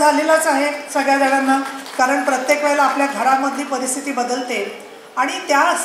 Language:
Marathi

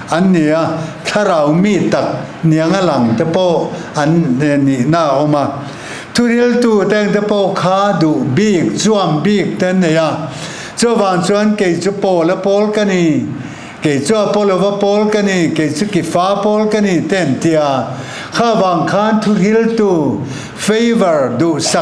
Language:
Mizo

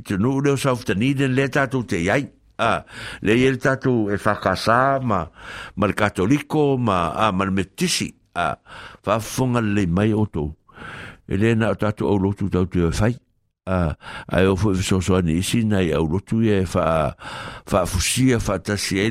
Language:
Samoan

